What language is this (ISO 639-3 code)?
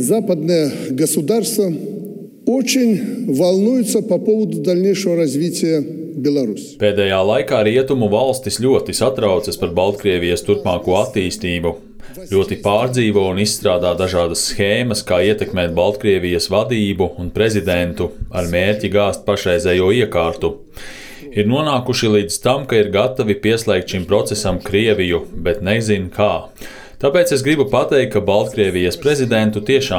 lav